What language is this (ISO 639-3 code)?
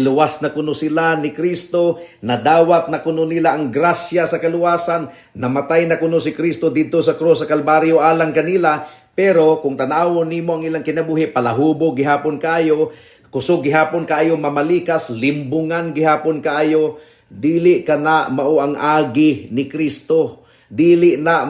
ceb